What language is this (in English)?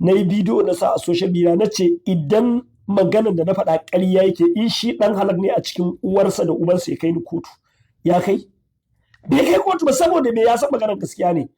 Hausa